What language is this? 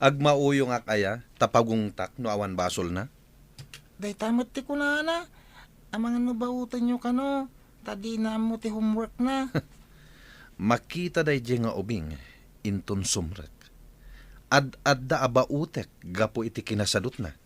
Iloko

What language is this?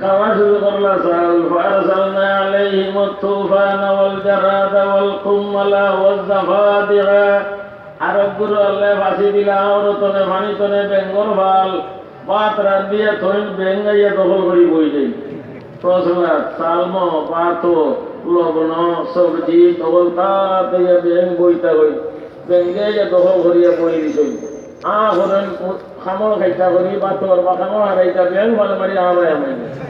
Sylheti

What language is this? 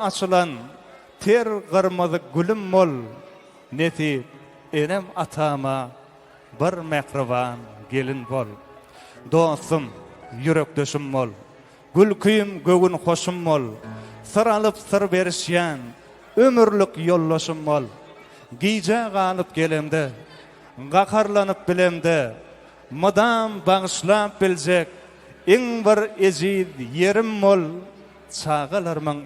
Turkmen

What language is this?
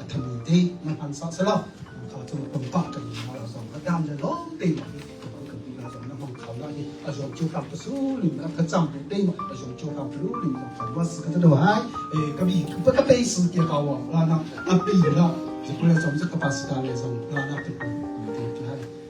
Hakha Chin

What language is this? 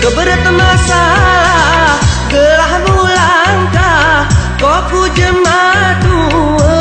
Gayo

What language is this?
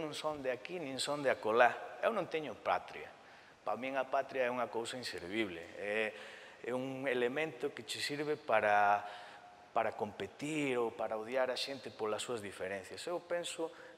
Galician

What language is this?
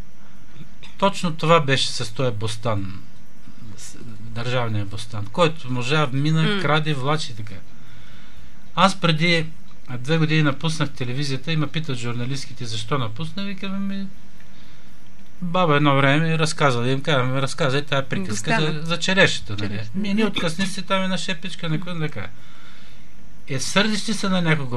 Bulgarian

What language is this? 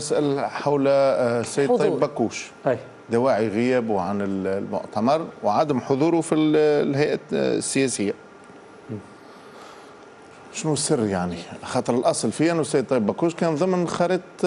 Tunisian Arabic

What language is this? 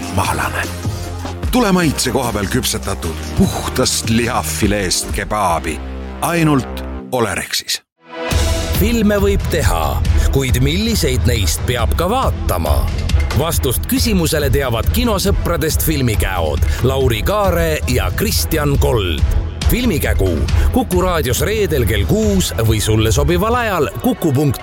Estonian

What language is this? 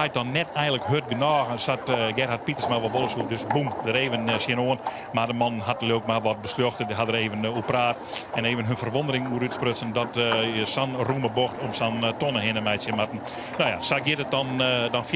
Western Frisian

